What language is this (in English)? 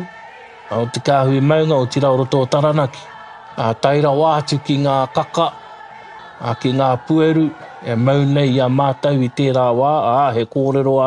Māori